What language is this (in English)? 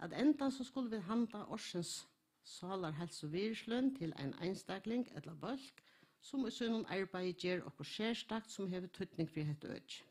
Faroese